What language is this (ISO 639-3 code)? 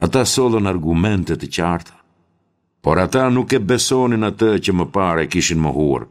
sqi